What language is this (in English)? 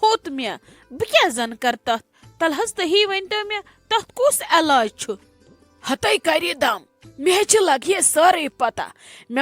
Kashmiri